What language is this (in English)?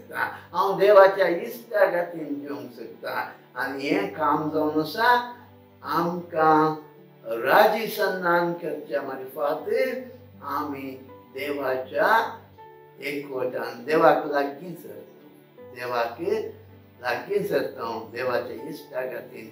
Konkani